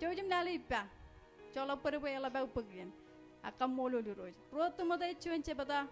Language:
Marshallese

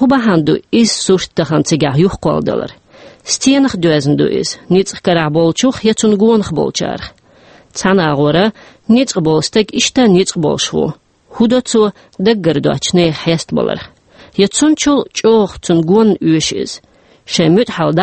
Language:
Chechen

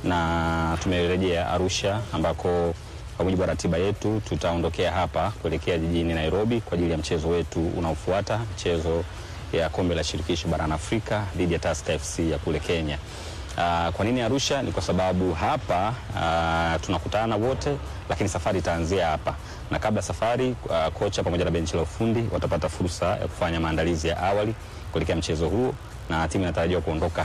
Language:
Swahili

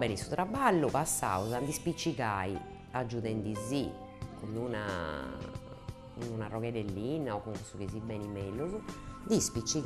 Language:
Sardinian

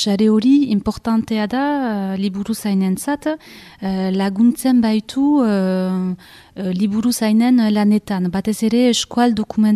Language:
Basque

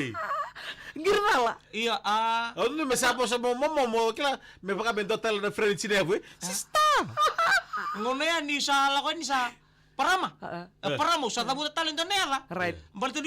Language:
Fijian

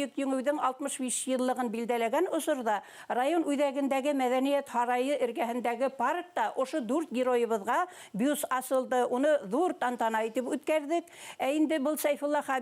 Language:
Bashkir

